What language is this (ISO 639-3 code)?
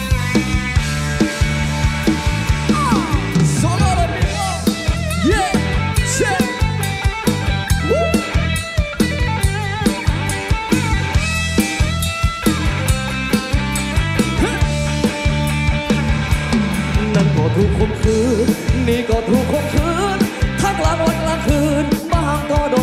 tha